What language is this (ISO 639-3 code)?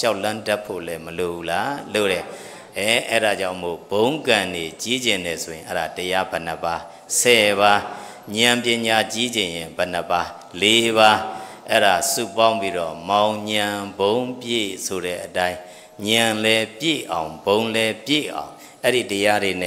mya